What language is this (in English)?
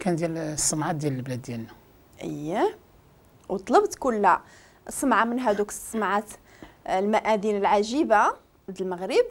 Moroccan Arabic